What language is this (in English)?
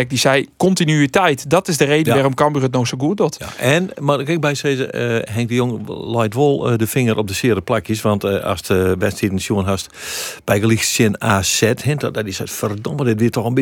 Western Frisian